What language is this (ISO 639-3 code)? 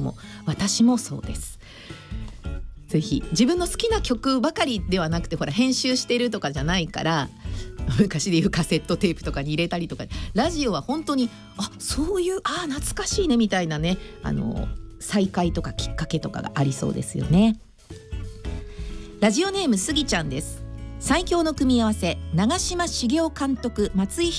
jpn